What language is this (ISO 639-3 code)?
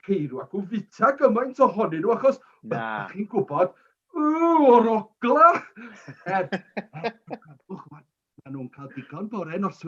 cym